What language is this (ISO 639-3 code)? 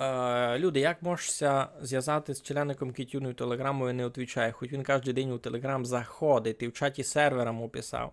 rue